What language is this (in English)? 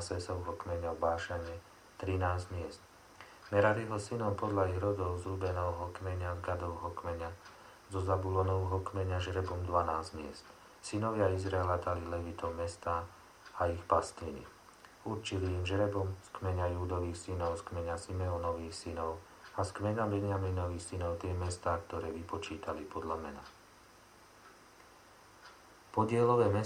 Slovak